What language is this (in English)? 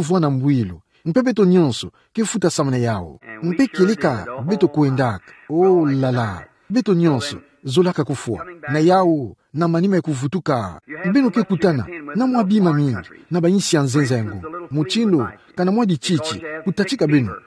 Kituba (Democratic Republic of Congo)